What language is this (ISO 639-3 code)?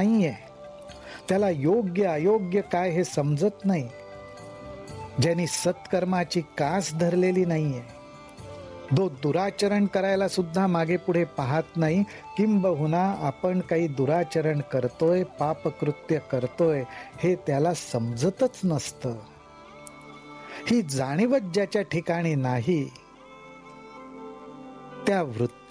mar